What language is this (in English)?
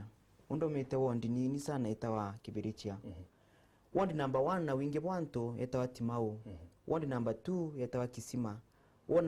Meru